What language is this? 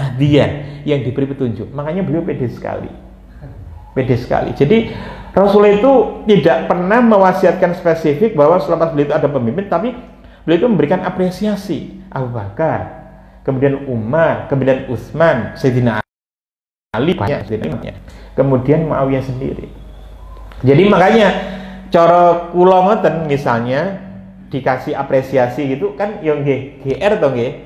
Indonesian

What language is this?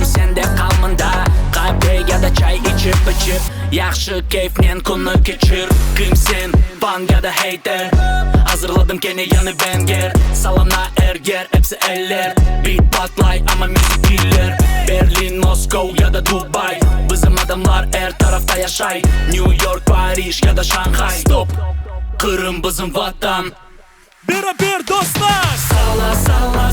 Crimean Tatar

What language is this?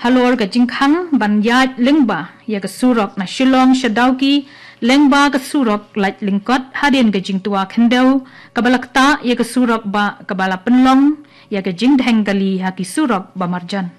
Khasi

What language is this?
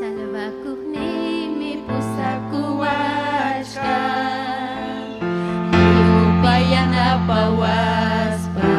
Ayacucho Quechua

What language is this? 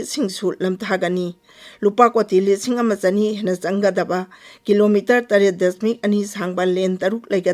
Manipuri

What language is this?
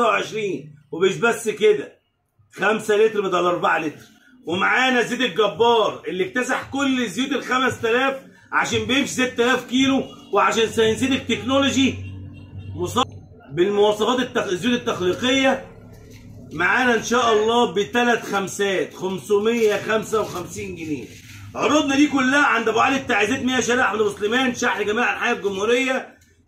Egyptian Arabic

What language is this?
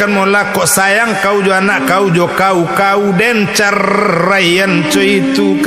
Minangkabau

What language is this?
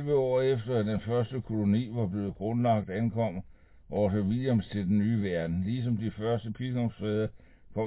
Danish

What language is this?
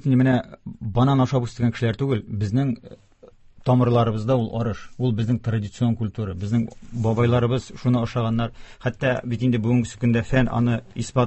Tatar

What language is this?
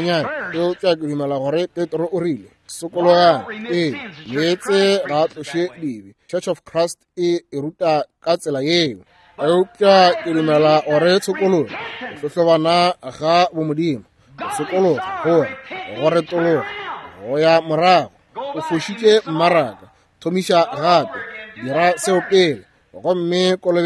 Northern Sotho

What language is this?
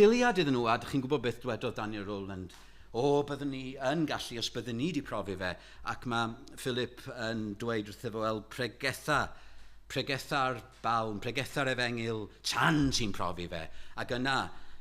Welsh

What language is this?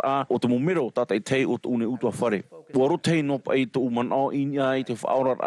Tahitian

